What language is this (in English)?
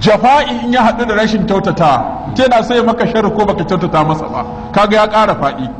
Hausa